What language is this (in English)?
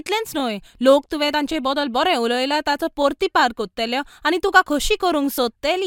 Konkani